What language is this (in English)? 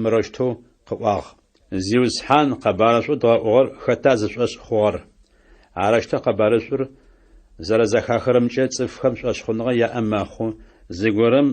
Adyghe